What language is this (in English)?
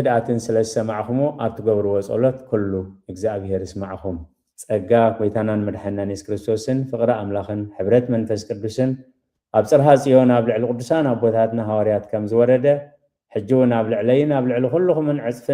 Tigrinya